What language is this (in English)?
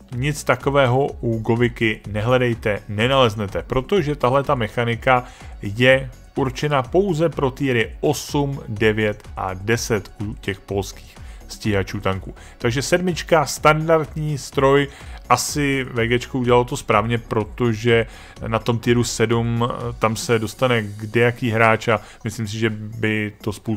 Czech